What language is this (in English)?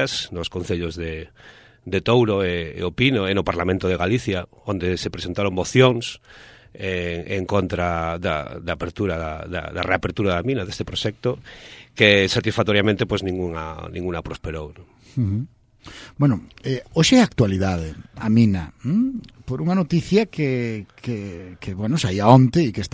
Galician